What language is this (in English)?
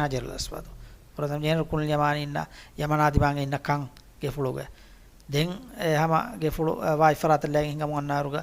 Divehi